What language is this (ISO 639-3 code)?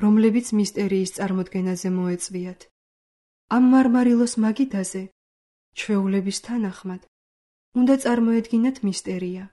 kat